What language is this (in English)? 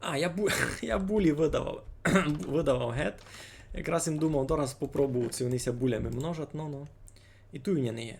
Rusyn